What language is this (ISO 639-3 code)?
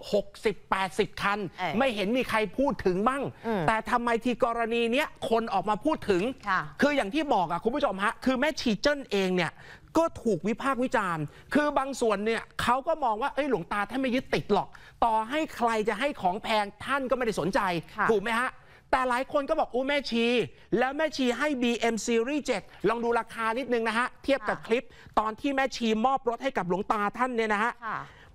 tha